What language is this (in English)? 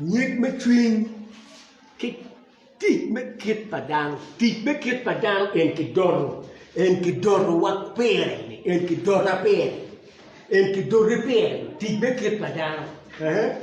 Acoli